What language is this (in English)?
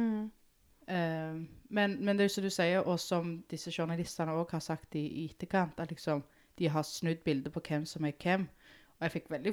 Norwegian